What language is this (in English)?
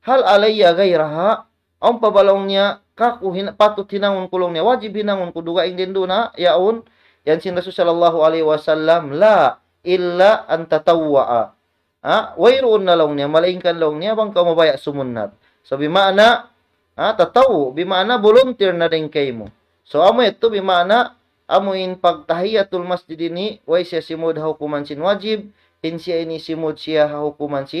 Tausug